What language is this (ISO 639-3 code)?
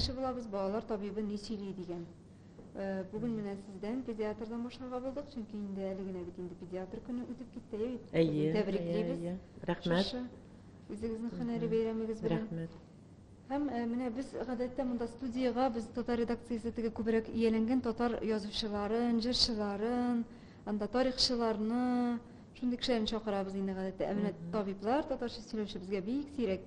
tat